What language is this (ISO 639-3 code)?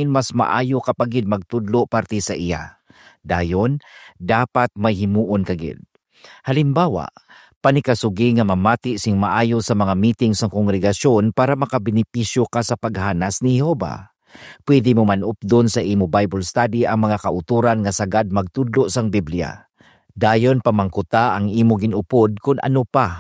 hil